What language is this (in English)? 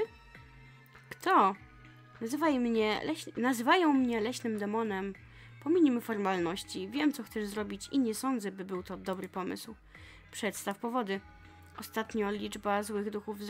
Polish